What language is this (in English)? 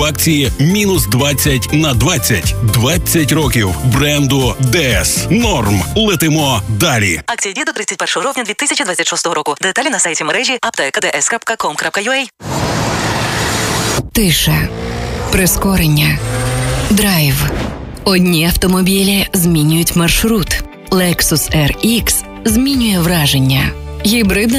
Ukrainian